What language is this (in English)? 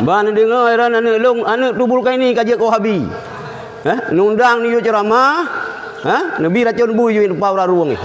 Achinese